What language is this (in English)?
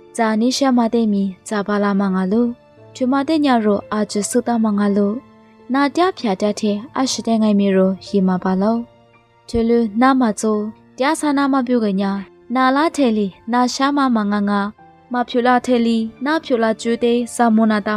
Lisu